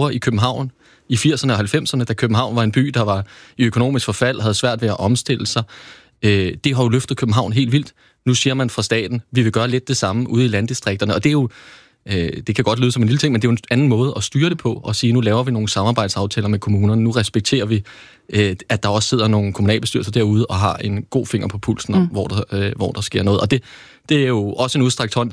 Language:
Danish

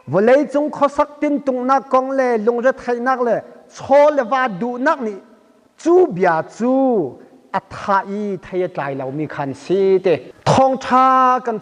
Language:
Hakha Chin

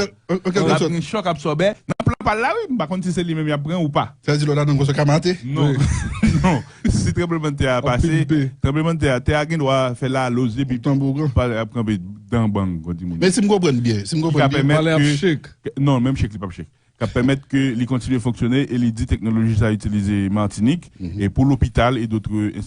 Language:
Haitian Creole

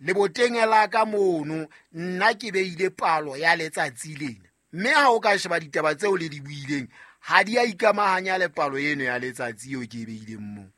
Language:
Southern Sotho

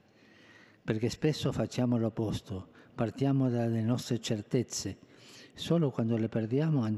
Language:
Italian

